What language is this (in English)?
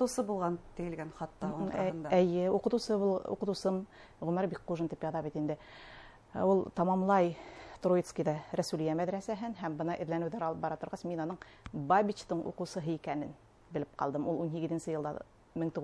Bashkir